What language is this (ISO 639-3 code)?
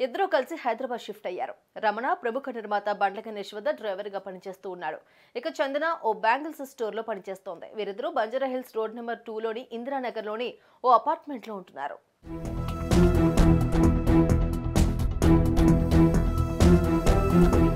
tel